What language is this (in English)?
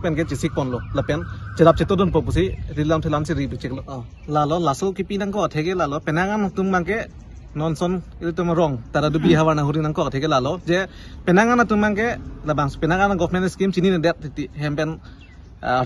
Karbi